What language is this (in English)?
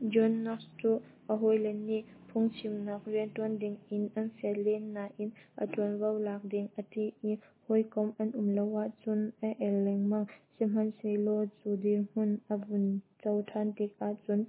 Hakha Chin